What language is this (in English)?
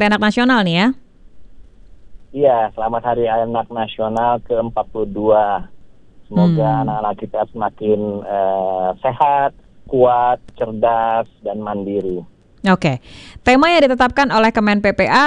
Indonesian